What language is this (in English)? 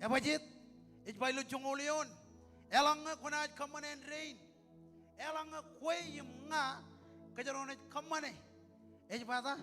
Marshallese